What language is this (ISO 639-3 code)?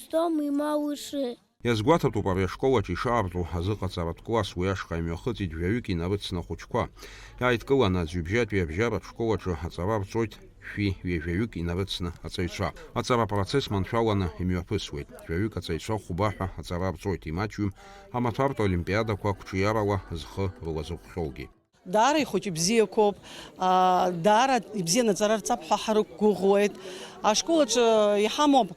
abk